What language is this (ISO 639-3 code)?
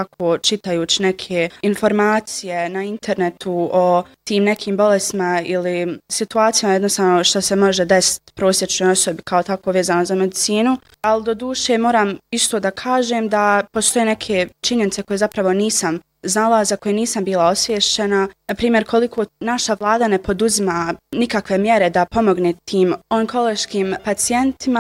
bos